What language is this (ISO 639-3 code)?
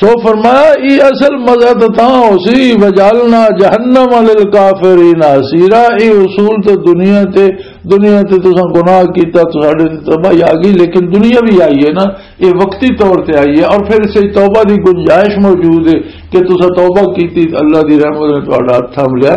lah